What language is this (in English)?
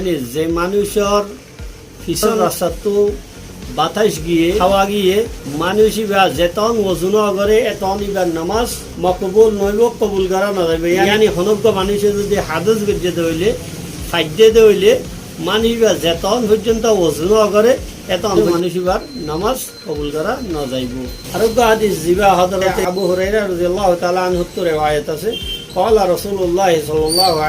Rohingya